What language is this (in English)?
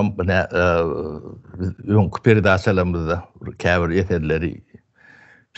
Turkmen